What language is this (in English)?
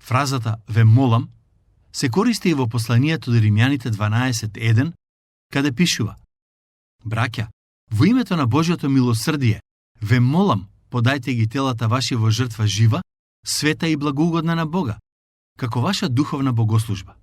Macedonian